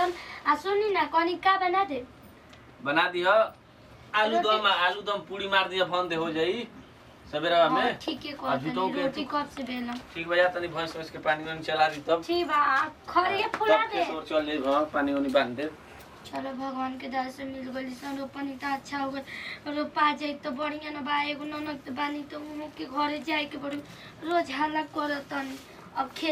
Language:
Bhojpuri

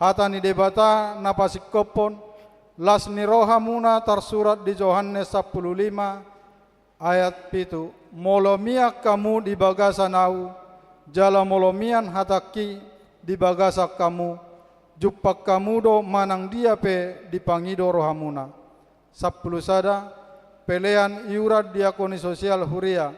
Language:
Batak Toba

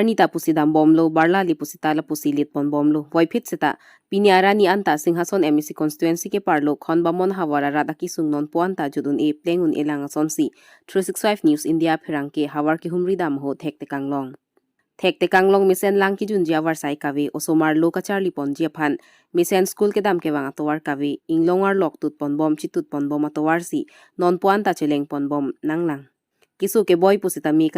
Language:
Karbi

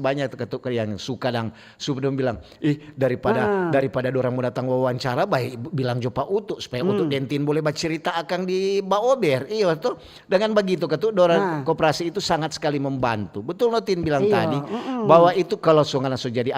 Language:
Manado Malay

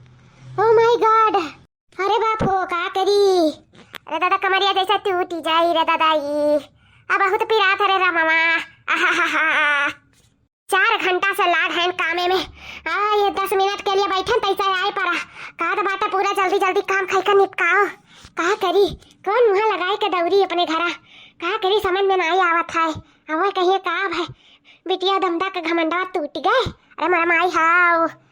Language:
Awadhi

